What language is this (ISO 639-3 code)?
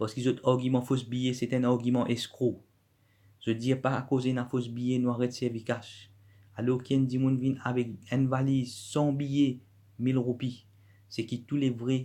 mfe